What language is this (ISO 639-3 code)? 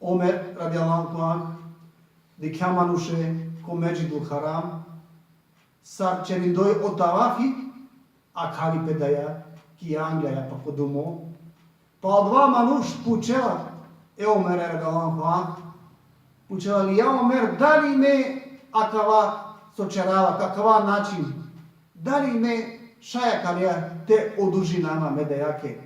rmn